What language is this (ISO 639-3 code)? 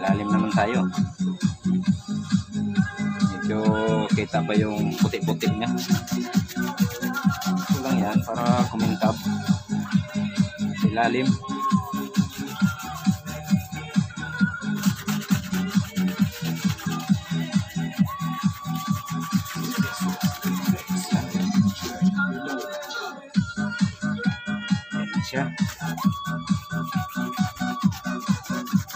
fil